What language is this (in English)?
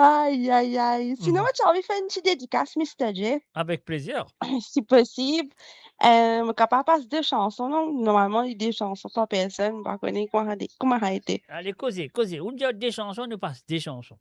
Morisyen